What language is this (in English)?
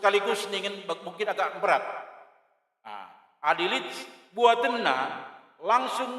Batak Karo